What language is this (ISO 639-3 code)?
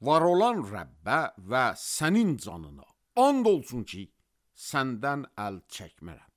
aze